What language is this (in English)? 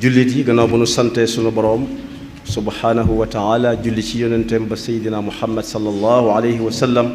Wolof